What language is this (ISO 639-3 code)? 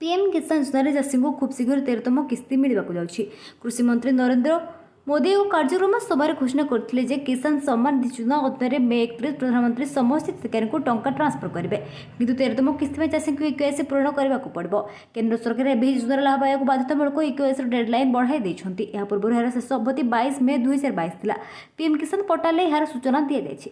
ori